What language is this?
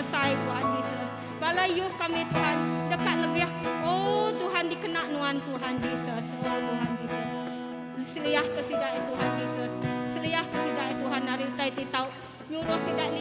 Iban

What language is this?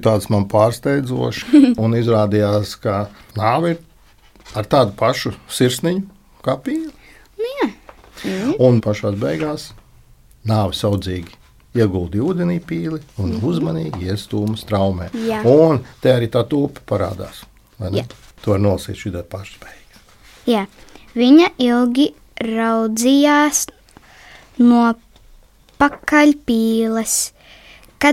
Latvian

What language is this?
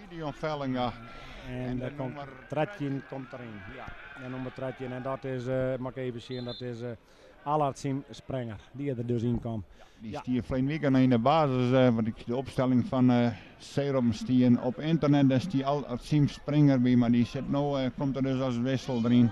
Western Frisian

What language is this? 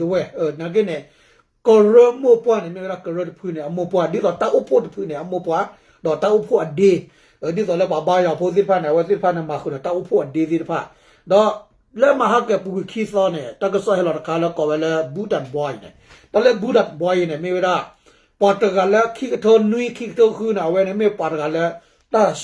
S'gaw Karen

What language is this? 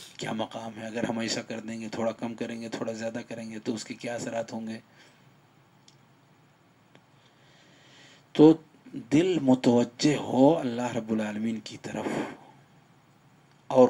Urdu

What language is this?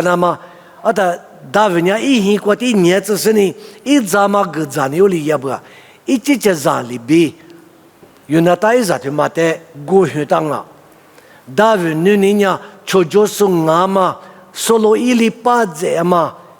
Lisu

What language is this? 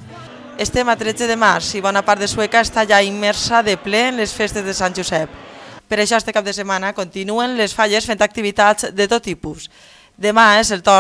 Catalan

